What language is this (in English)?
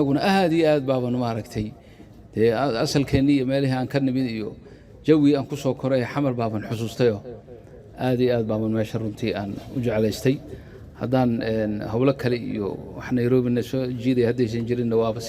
Somali